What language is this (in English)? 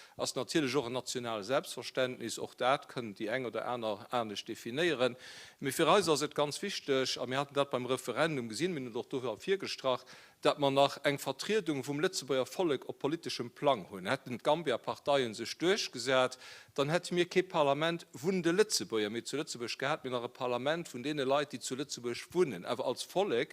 Luxembourgish